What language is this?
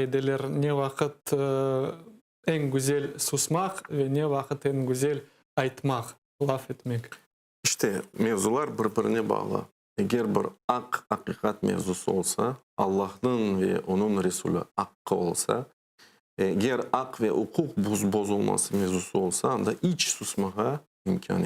Crimean Tatar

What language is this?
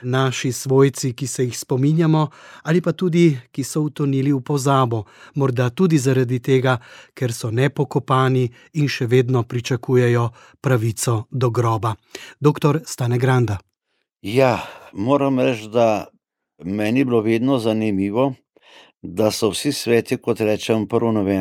Slovenian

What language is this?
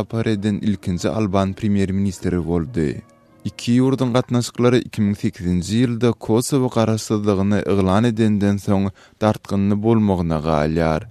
Turkmen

